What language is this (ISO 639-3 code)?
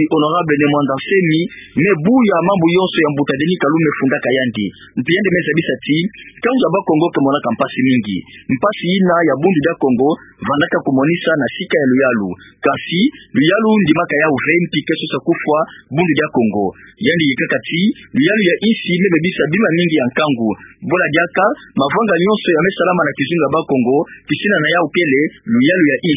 ktu